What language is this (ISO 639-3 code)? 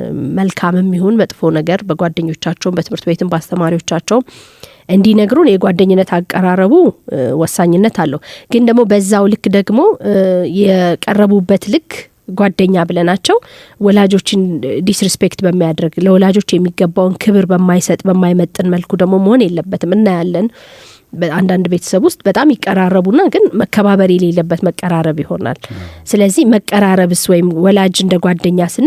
amh